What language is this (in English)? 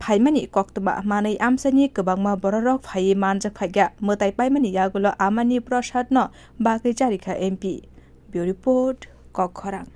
Kok Borok